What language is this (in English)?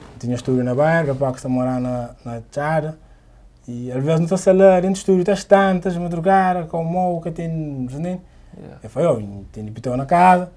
Kabuverdianu